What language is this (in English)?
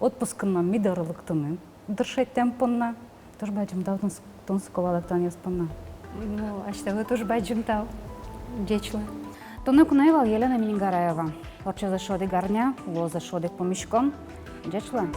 Udmurt